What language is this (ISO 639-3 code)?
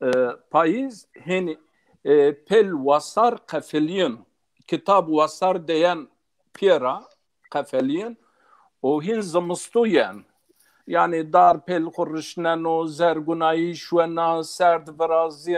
zza